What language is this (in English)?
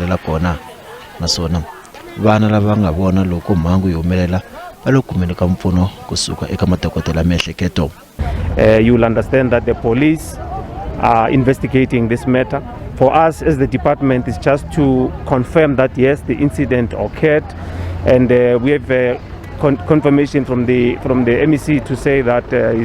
Tsonga